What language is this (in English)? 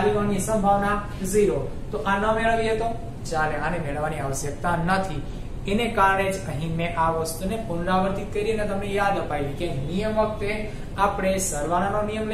Gujarati